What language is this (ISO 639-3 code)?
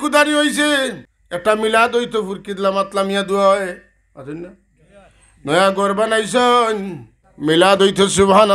syl